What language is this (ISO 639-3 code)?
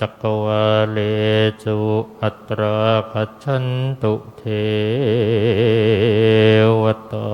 pli